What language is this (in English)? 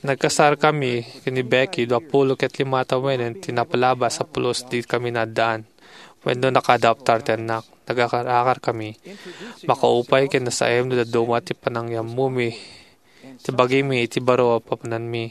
Iloko